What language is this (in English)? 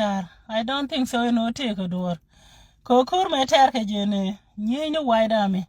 Nuer